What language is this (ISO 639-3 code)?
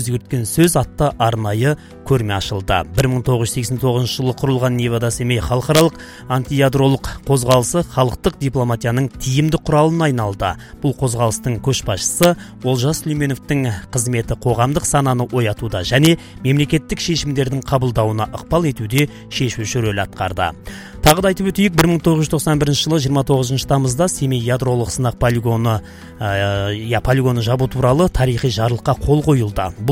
kaz